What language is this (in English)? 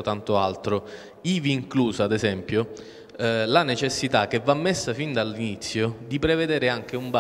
Italian